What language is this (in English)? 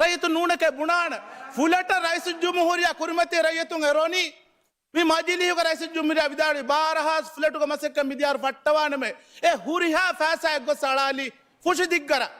Divehi